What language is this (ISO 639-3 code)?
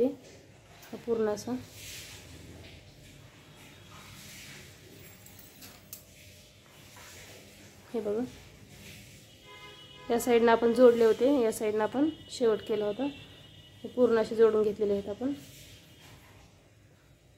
mar